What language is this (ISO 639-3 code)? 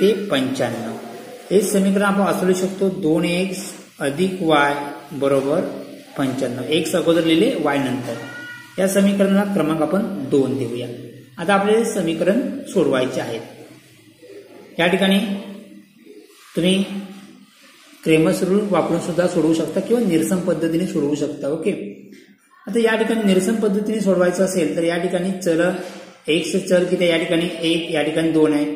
mar